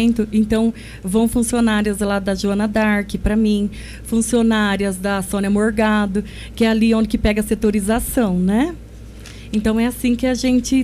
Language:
Portuguese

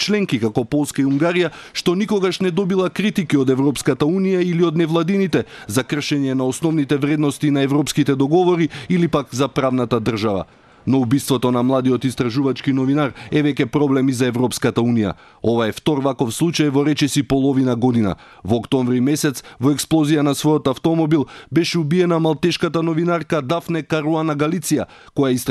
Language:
Macedonian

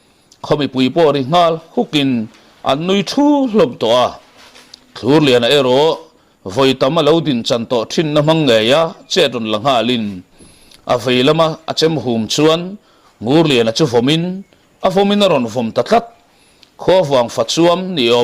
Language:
Mizo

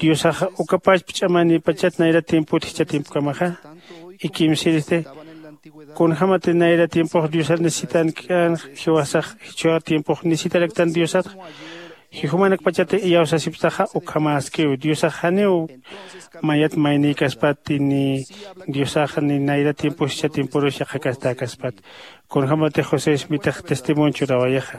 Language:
Aymara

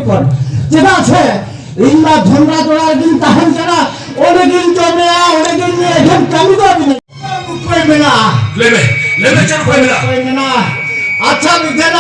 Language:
Santali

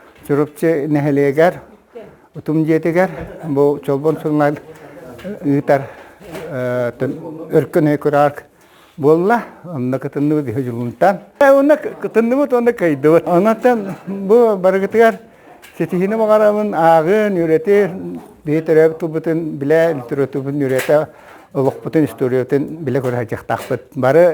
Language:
Yakut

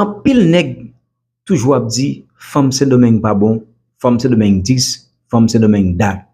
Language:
Haitian Creole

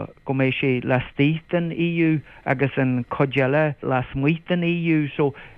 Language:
Irish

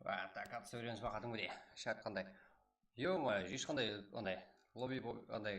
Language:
Kara-Kalpak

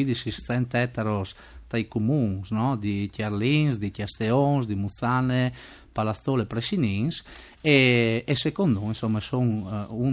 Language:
Friulian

